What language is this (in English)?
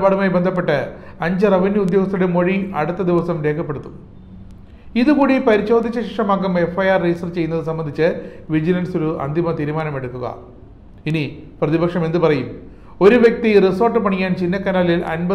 Malayalam